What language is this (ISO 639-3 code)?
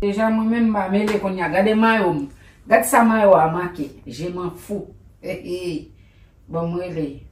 hat